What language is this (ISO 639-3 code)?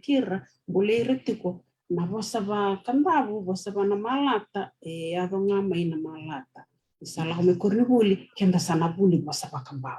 fij